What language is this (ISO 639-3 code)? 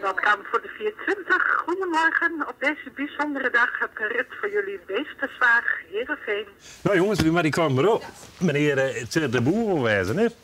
fry